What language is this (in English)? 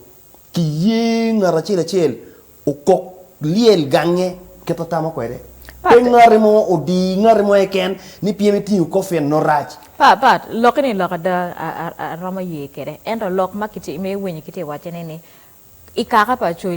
Acoli